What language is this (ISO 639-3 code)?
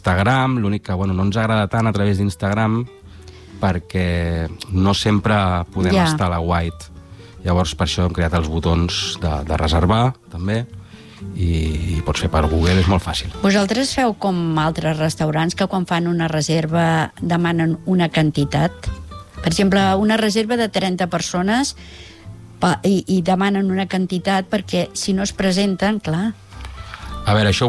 cat